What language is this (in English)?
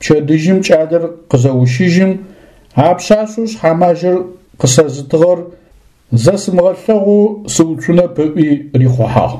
Adyghe